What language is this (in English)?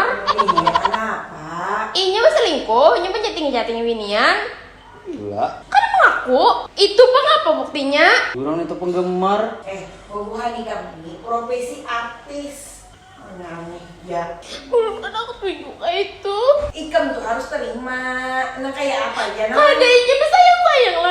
Banjar